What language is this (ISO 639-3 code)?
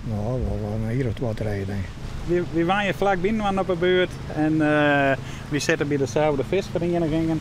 fry